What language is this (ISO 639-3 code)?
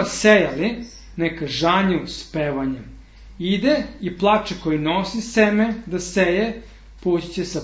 srp